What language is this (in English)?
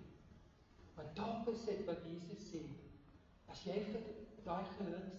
Afrikaans